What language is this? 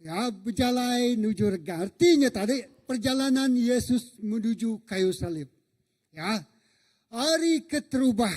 Iban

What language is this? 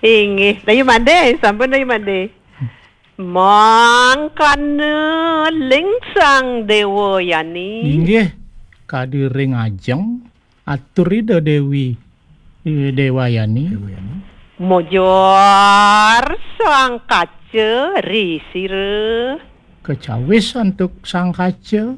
Balinese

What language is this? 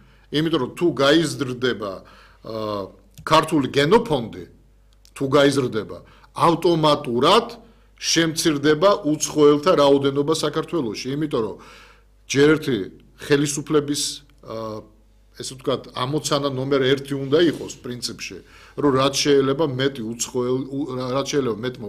Georgian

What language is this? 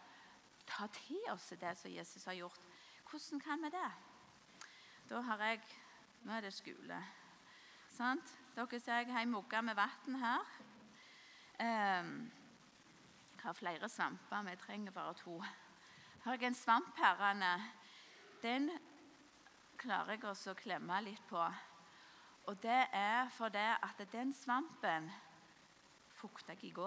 Norwegian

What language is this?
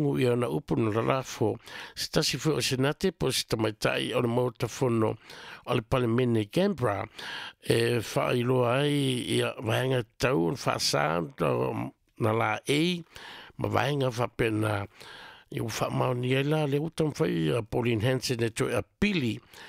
Samoan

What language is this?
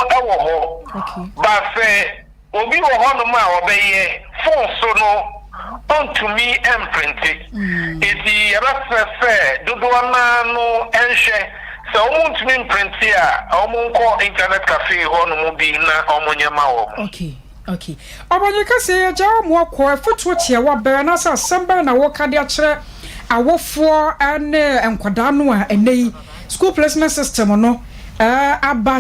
Akan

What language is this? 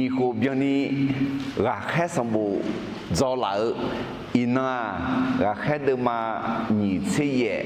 Akha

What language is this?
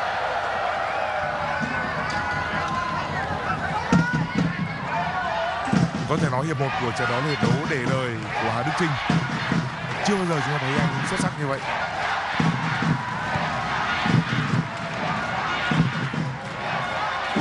Vietnamese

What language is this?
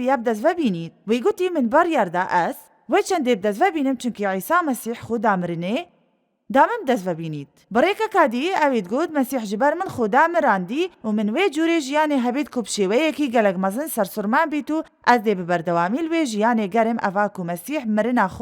Kurdish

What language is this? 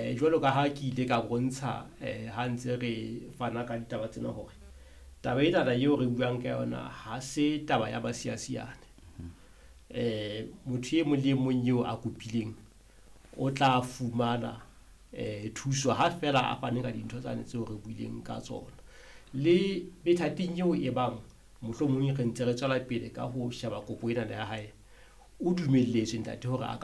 Southern Sotho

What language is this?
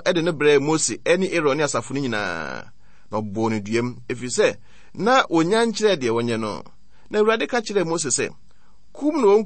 Akan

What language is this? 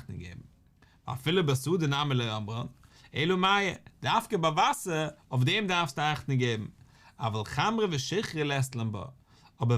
Yiddish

